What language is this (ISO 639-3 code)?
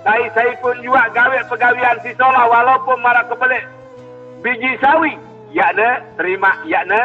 sas